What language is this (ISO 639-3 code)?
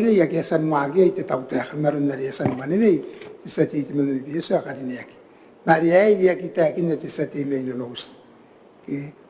gil